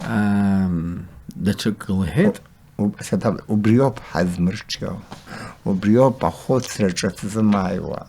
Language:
Abkhazian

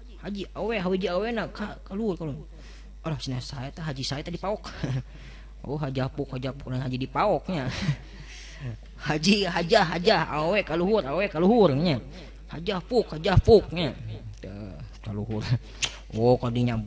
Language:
Sundanese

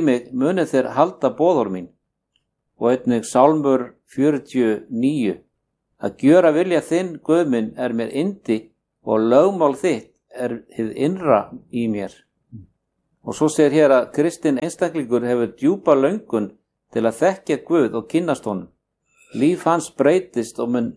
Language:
Icelandic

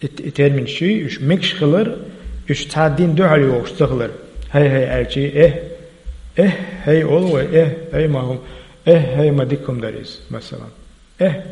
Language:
Chechen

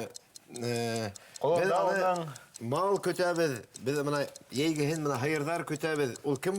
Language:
Bashkir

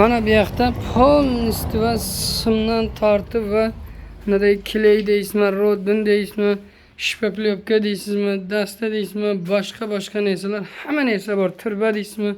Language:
Uzbek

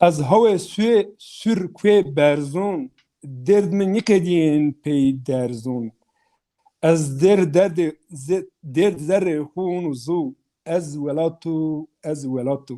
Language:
Zaza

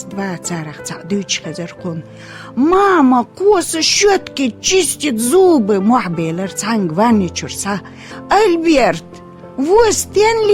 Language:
Chechen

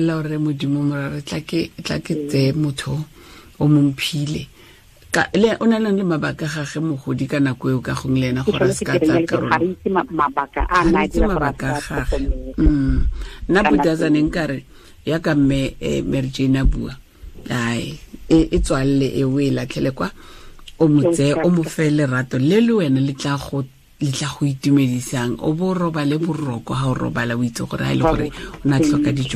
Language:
Tswana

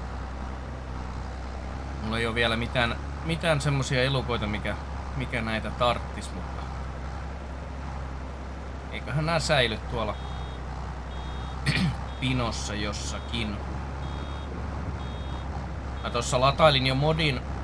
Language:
Finnish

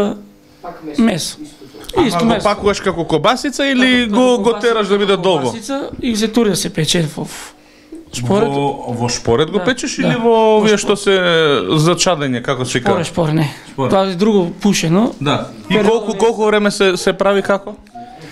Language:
Macedonian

